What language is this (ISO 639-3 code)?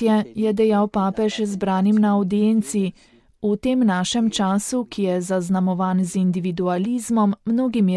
slv